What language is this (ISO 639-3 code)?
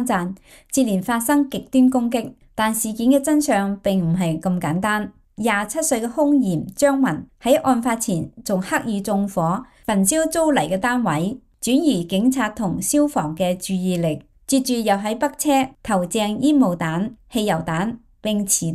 yue